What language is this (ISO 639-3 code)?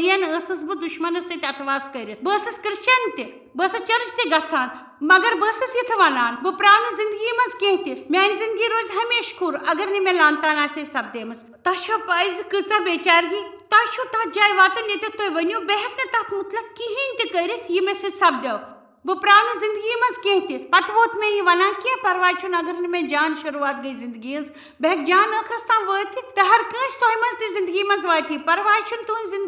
kas